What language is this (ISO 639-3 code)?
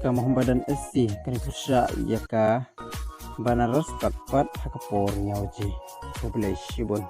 kha